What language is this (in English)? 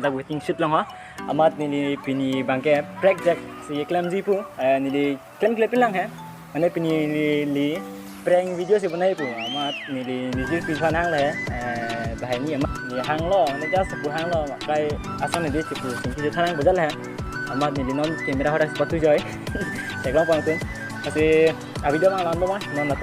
Karbi